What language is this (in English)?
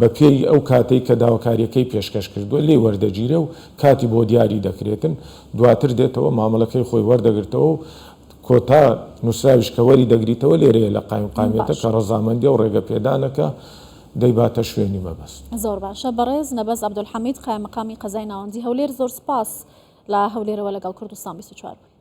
Central Kurdish